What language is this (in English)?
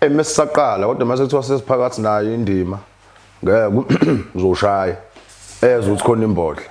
Zulu